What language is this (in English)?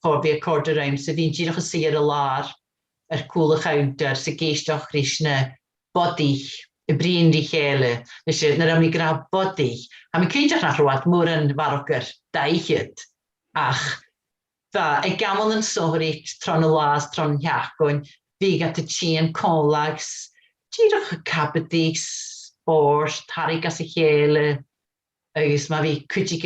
Scottish Gaelic